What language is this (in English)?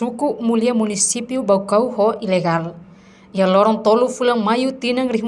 Tetum